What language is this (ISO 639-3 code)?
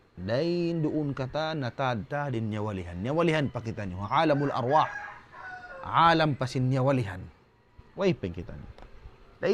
tsg